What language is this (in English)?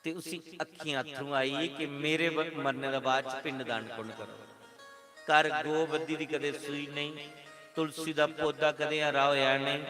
Dogri